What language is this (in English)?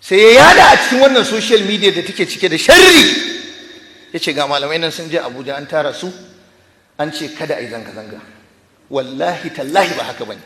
Hausa